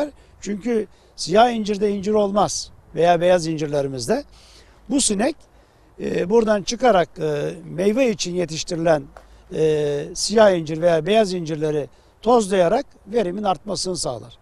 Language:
Turkish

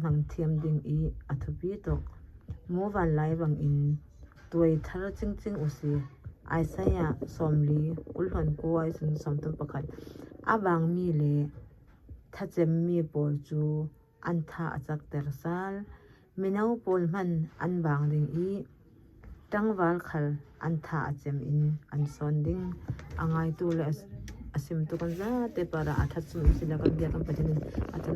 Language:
Falam Chin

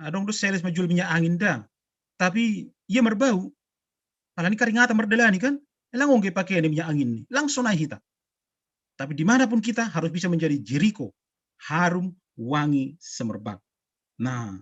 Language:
Batak Simalungun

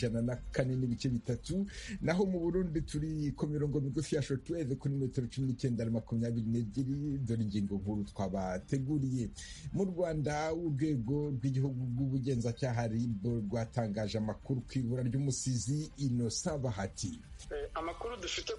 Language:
Kinyarwanda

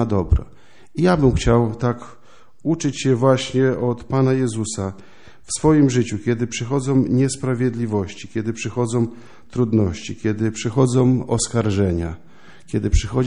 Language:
Polish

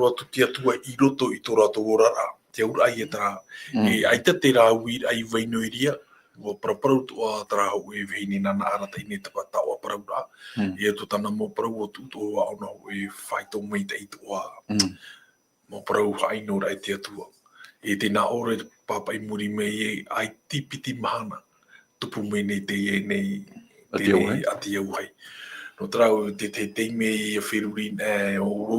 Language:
Tahitian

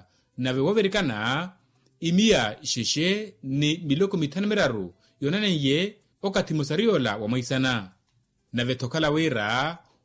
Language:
Makhuwa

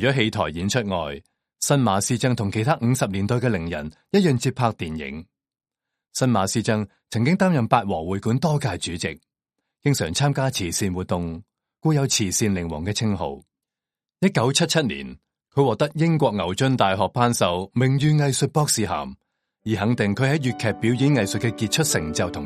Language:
Cantonese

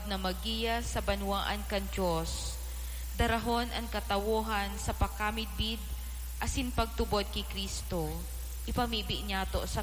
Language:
Bikol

